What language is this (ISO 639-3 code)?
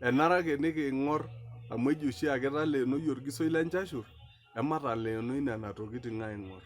mas